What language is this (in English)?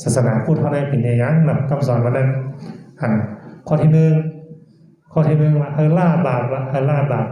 Shan